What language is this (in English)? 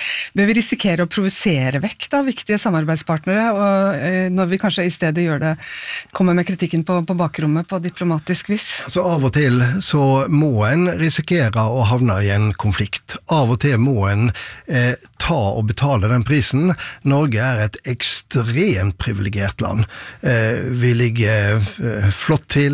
Norwegian